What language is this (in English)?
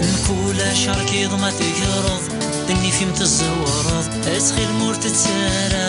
Kabyle